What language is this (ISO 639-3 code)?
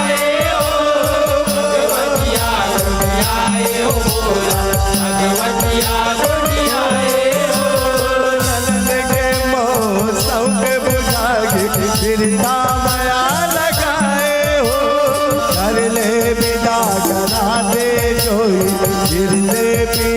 hne